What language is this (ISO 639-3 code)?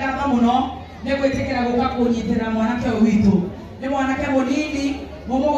kik